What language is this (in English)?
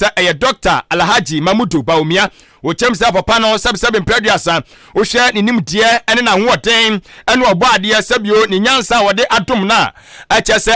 Akan